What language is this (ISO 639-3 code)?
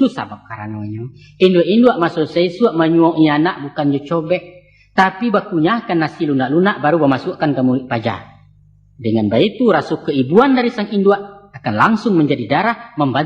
min